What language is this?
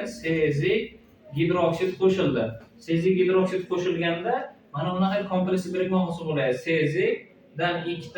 Uzbek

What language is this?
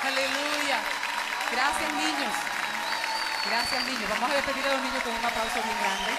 Spanish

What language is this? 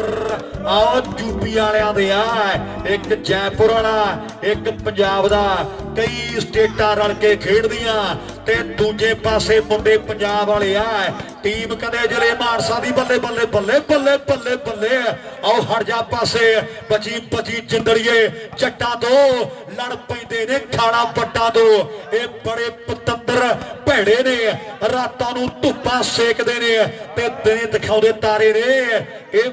Punjabi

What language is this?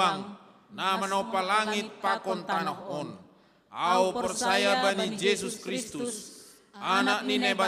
Batak Simalungun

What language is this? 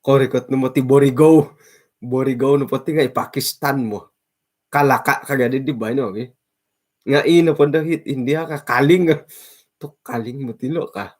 Central Dusun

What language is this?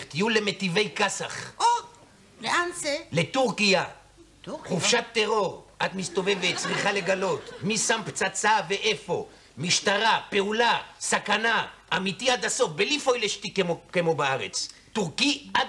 Hebrew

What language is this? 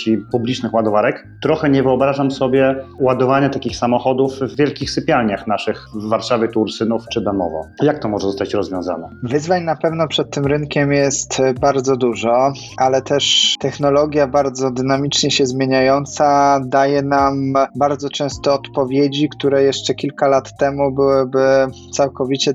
Polish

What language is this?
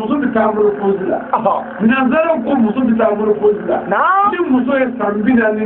Bambara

